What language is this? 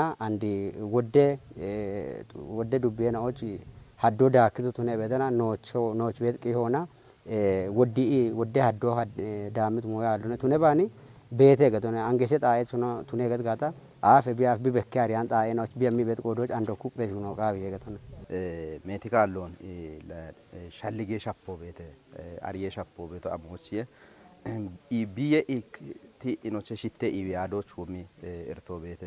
Kafa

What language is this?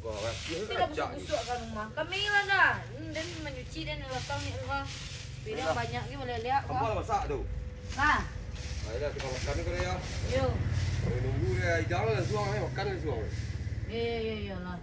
Minangkabau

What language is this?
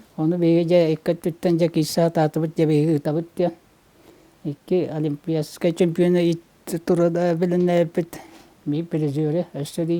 Yakut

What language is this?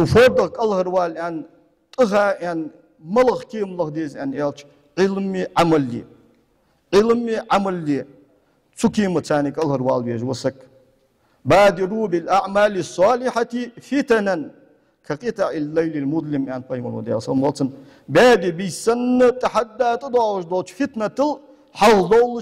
Ingush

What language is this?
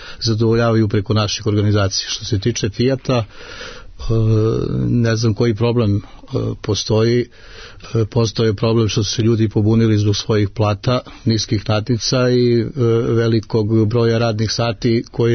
Serbian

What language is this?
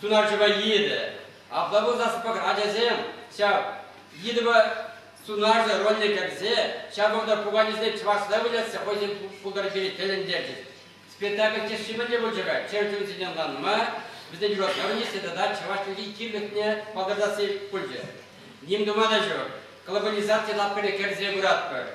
Chuvash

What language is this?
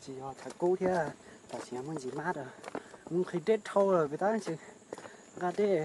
Hmong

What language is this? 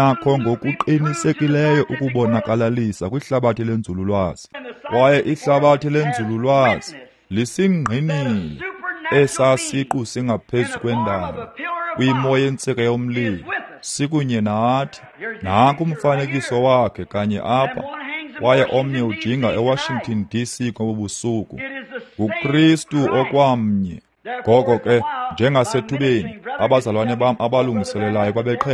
Xhosa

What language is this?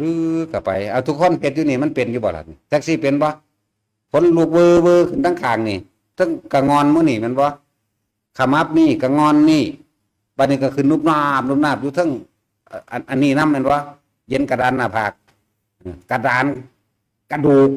Northeastern Thai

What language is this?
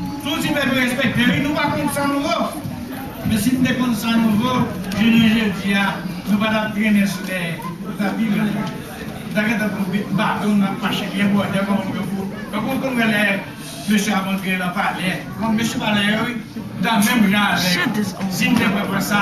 Haitian Creole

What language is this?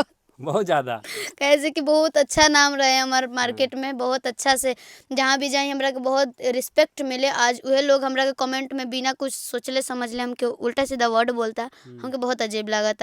Bhojpuri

